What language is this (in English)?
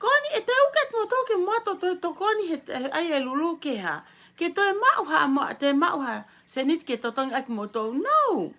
Tongan